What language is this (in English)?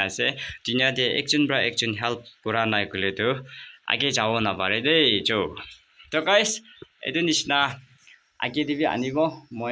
Naga Pidgin